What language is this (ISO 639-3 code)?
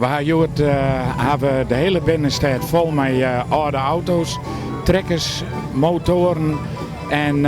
fry